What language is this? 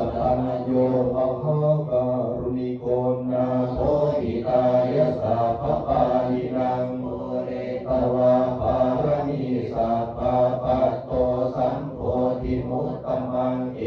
Pali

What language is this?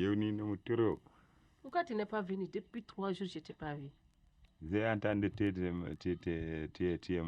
Fula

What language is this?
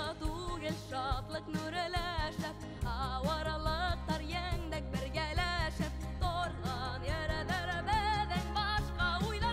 Bashkir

